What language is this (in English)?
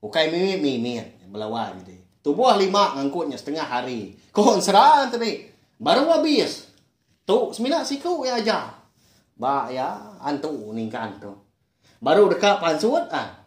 Iban